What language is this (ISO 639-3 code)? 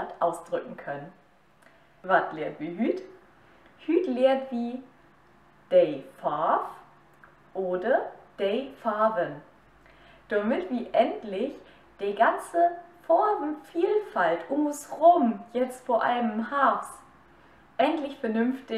nds